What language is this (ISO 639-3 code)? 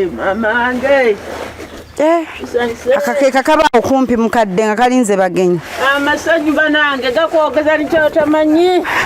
lug